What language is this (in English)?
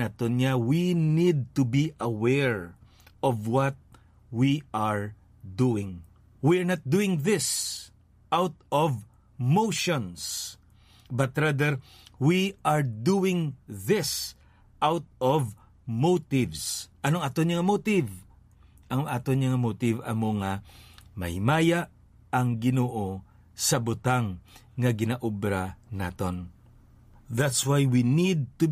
Hiligaynon